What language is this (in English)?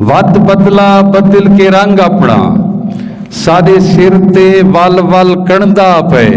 Saraiki